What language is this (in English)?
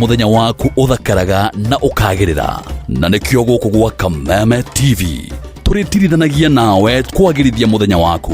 Kikuyu